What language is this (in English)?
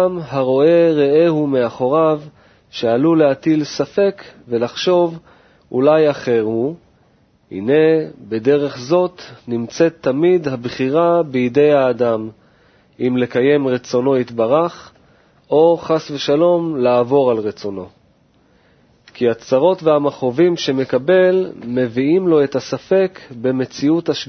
Hebrew